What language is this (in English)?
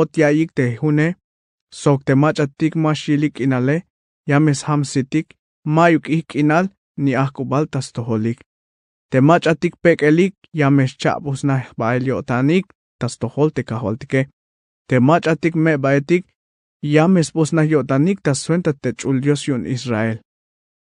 Tzeltal